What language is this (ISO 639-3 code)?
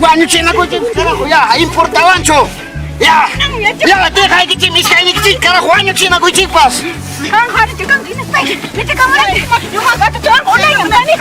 quy